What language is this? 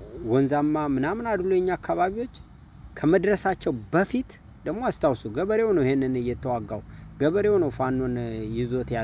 Amharic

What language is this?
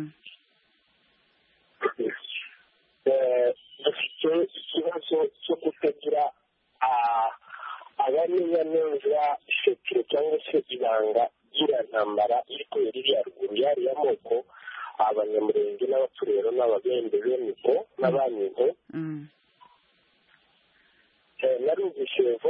Kinyarwanda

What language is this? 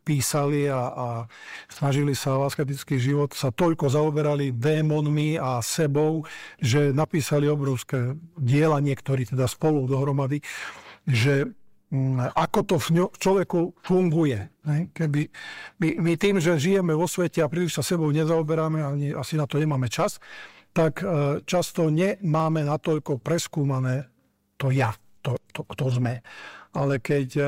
Slovak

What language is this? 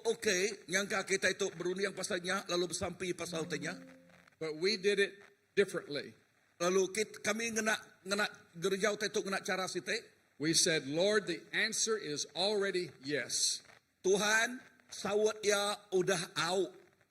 Iban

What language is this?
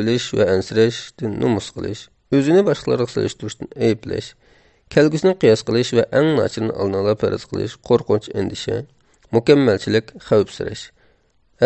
Uyghur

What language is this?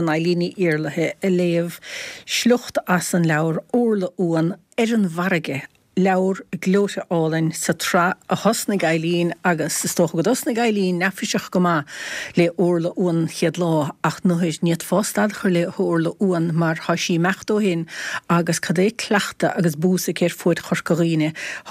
Irish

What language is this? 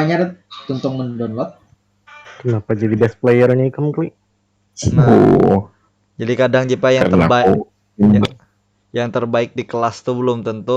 Banjar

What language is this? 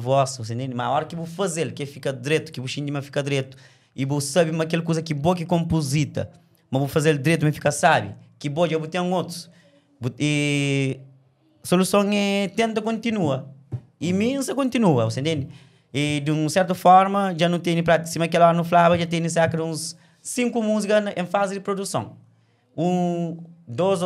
Kabuverdianu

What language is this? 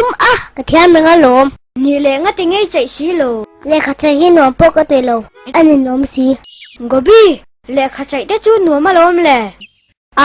Hakha Chin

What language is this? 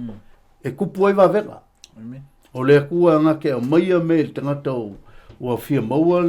Samoan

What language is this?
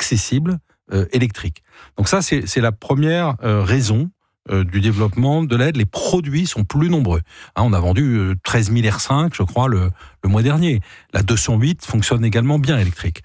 French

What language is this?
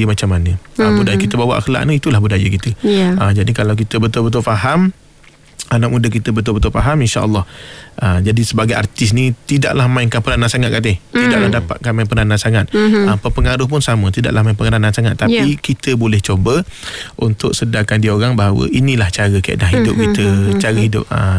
Malay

